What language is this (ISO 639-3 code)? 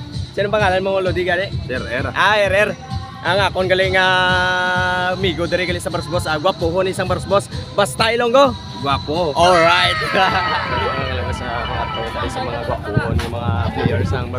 hil